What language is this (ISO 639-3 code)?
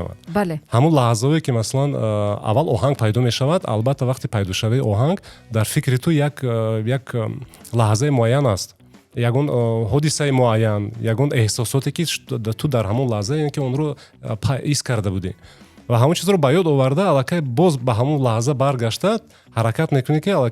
tgk